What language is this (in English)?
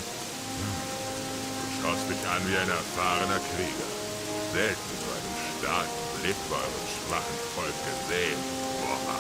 Bavarian